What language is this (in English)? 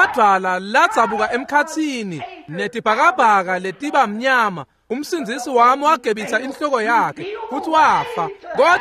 Swati